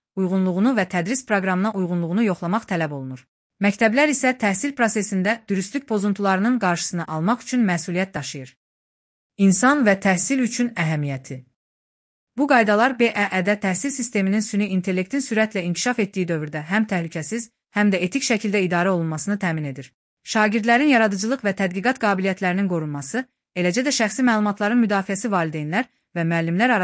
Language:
Azerbaijani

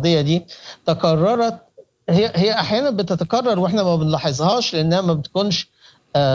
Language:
Sudanese Arabic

